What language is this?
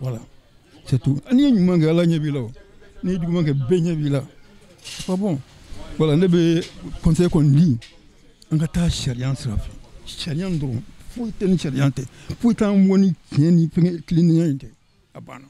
Bambara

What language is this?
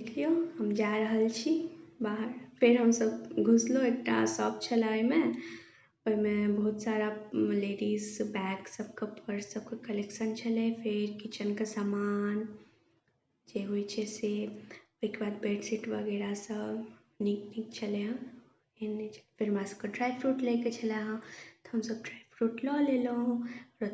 Maithili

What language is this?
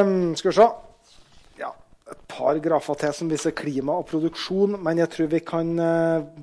Norwegian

